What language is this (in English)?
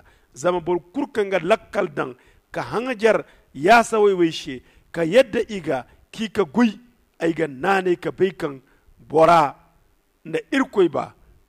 Zarma